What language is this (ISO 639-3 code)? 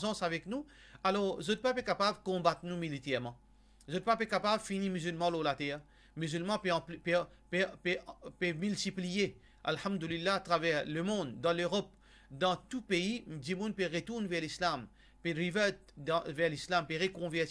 mfe